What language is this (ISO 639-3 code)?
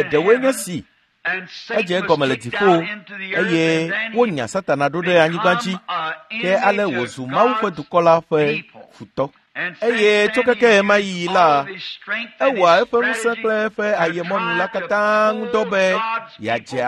ewe